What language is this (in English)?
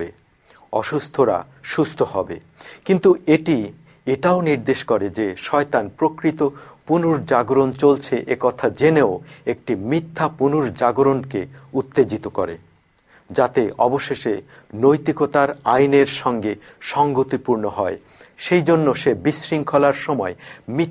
Bangla